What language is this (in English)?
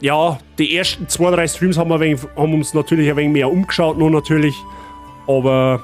Bavarian